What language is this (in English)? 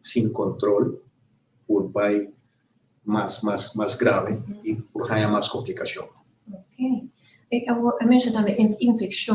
Papiamento